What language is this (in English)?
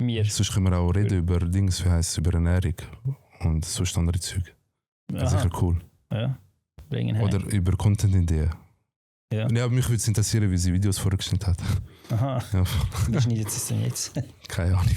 Swiss German